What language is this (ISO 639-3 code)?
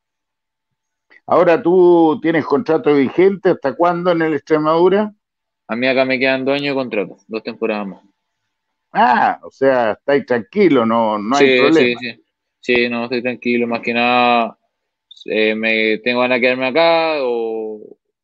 spa